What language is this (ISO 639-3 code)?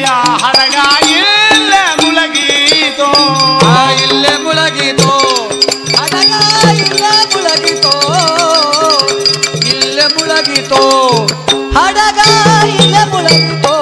kan